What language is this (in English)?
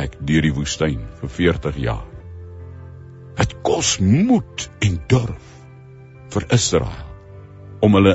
Afrikaans